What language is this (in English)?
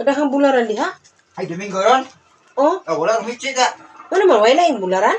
Cebuano